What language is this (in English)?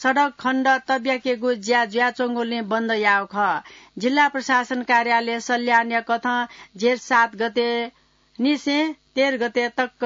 Newari